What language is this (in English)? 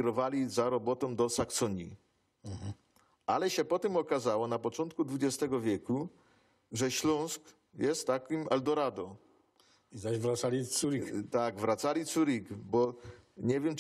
Silesian